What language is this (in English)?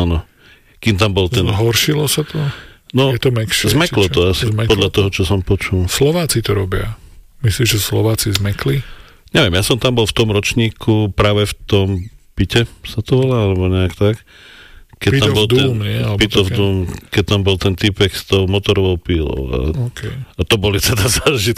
Slovak